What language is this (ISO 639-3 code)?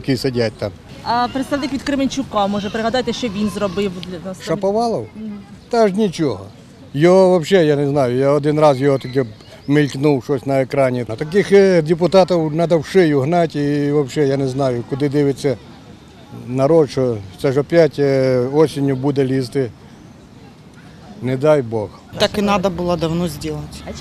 ukr